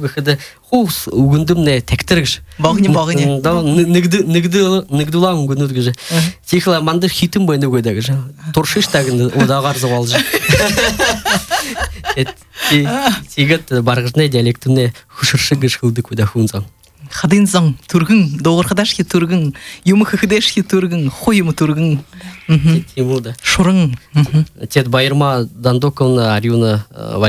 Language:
Buriat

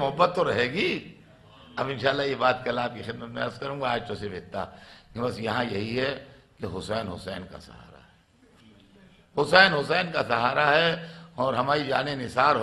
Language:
Urdu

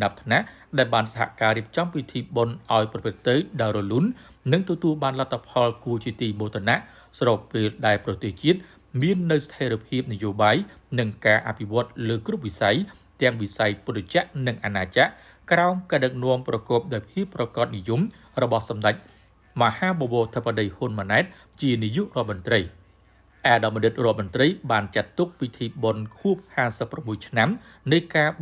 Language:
Khmer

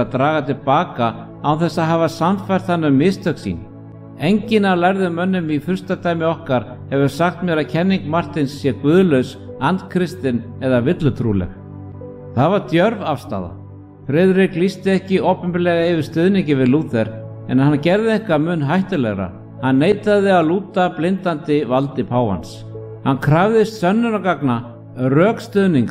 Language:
Icelandic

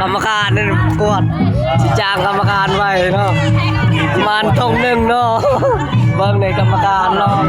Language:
Lao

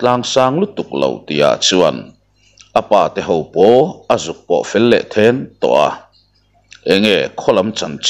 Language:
Mizo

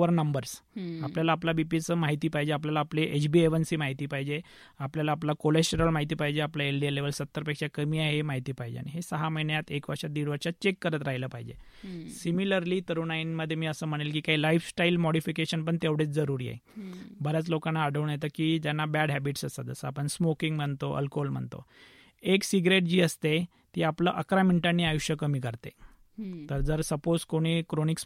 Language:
Marathi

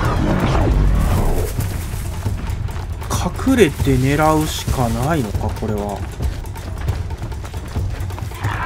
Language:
Japanese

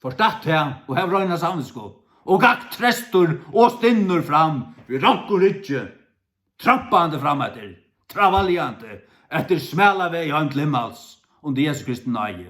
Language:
Faroese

